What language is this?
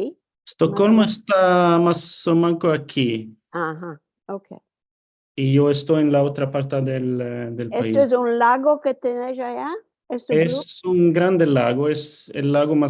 Ladino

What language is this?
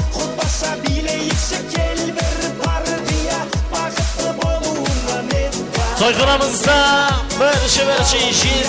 Kara-Kalpak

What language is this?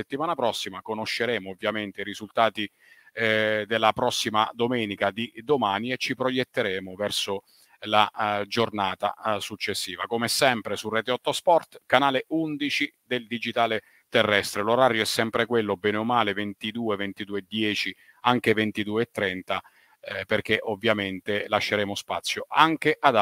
Italian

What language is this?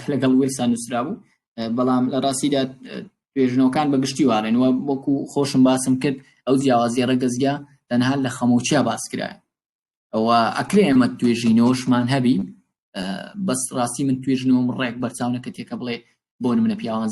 Central Kurdish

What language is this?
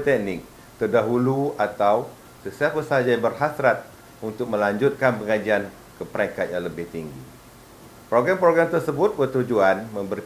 Malay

